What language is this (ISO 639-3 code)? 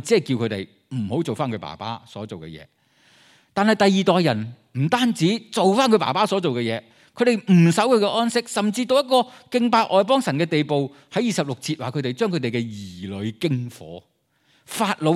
yue